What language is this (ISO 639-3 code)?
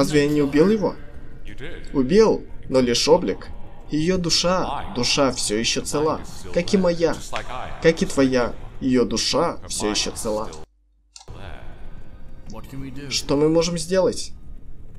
rus